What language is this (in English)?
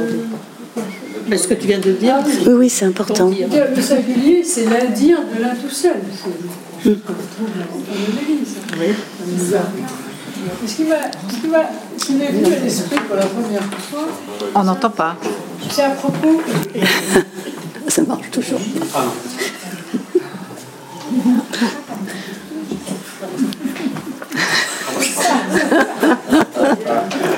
French